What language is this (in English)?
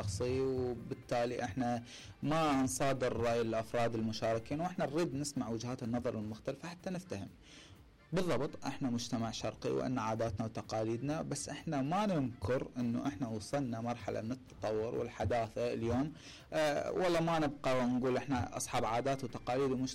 Mesopotamian Arabic